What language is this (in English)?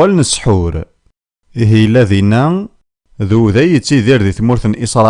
Kabyle